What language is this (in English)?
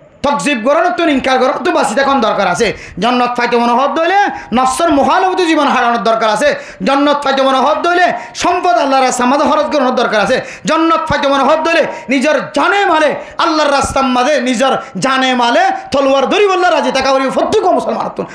Rohingya